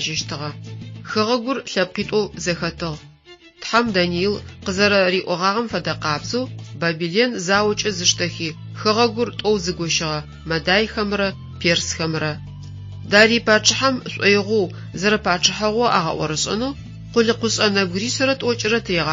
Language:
Adyghe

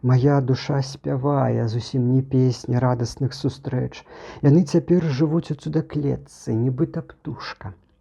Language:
Belarusian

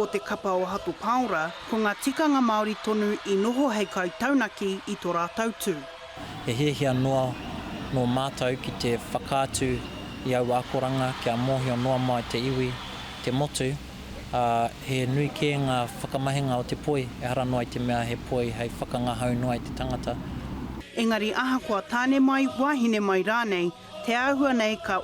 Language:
Māori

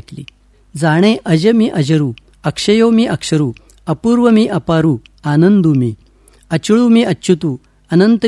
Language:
Marathi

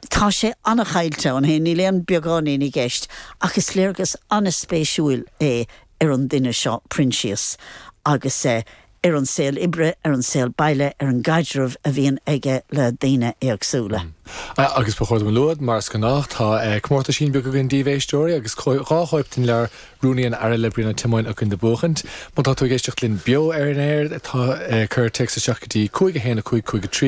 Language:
Irish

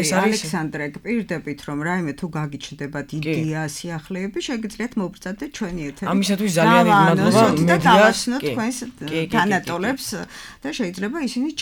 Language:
Georgian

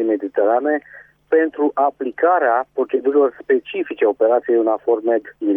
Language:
Romanian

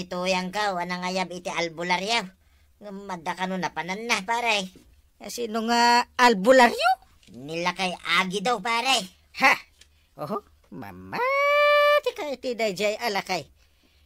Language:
Iloko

